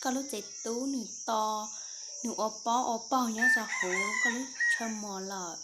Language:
Hmong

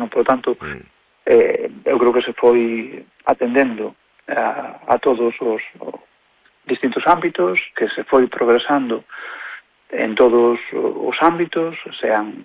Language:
Galician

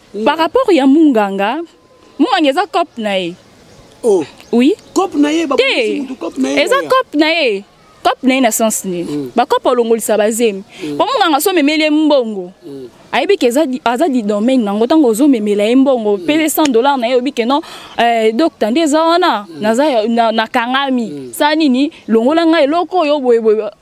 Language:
Lingala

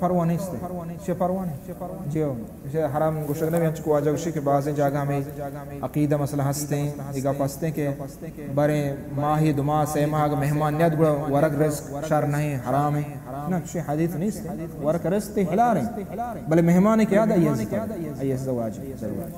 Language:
Baluchi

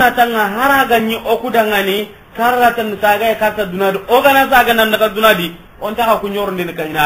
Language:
Soninke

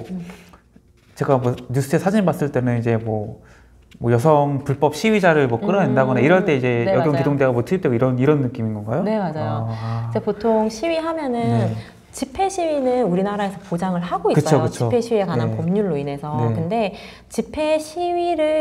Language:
Korean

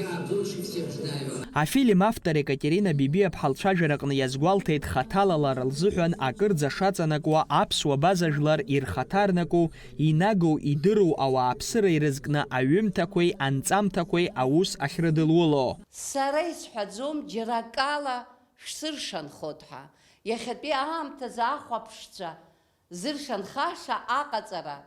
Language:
Abkhazian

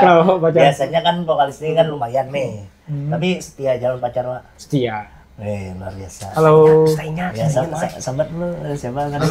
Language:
Banjar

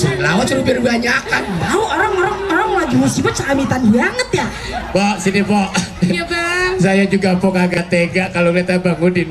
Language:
Betawi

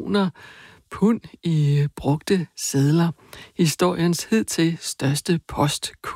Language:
Danish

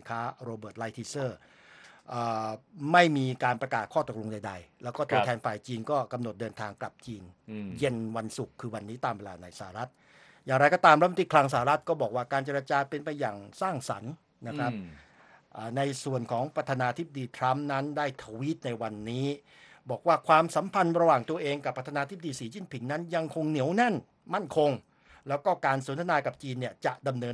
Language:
Thai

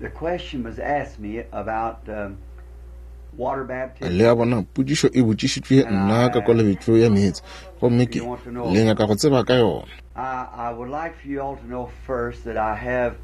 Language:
Northern Sotho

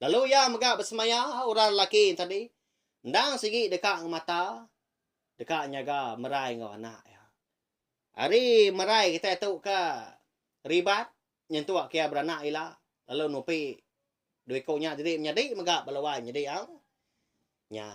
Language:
Iban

